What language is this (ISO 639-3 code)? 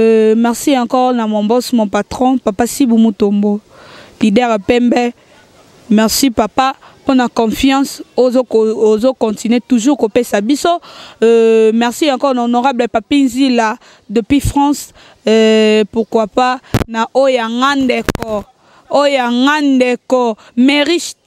lin